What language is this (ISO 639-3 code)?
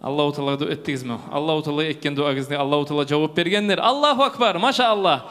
kum